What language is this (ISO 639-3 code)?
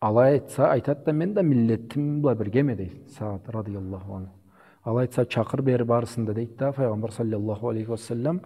krc